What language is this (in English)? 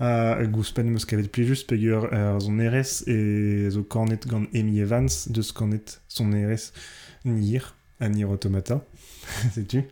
Breton